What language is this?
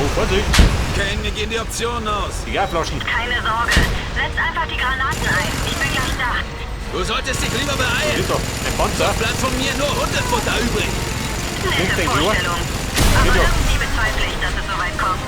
Bavarian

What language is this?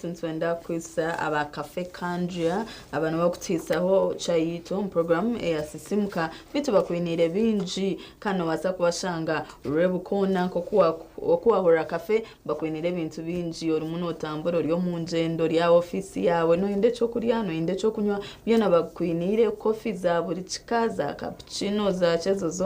Nyankole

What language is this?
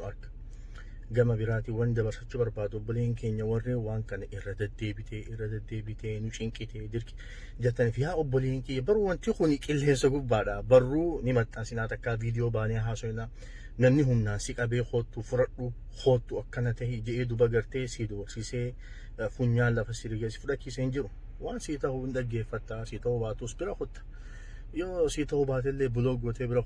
Oromo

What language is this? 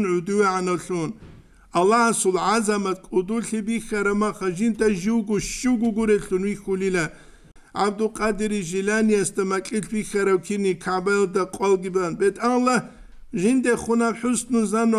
Avaric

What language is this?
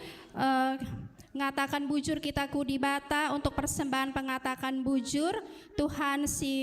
Batak Karo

